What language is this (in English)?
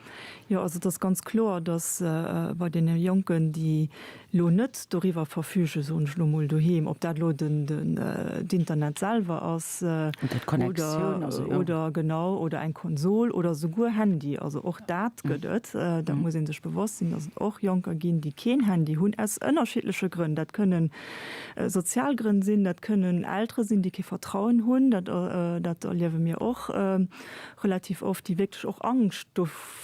Luxembourgish